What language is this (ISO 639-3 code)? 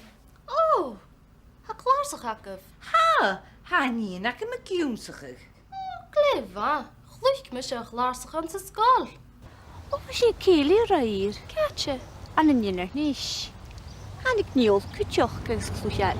gla